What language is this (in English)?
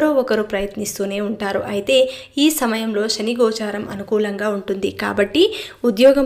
Telugu